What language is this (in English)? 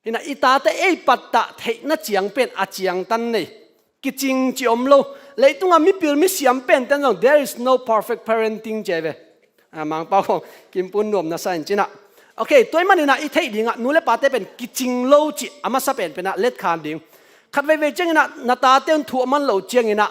Tedim Chin